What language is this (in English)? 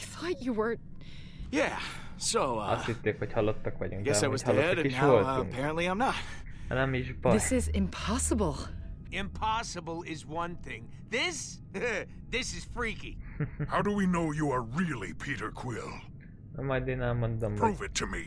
Hungarian